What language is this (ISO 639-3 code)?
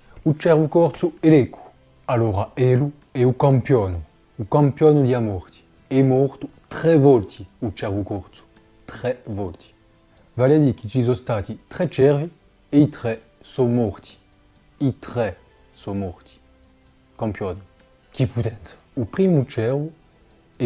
cos